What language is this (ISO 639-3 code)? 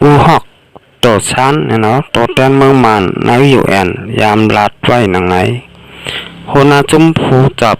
shn